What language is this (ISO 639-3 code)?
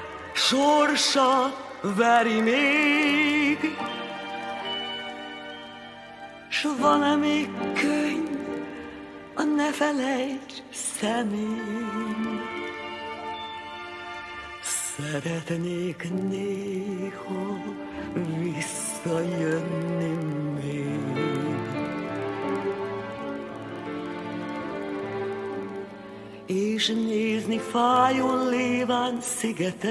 hun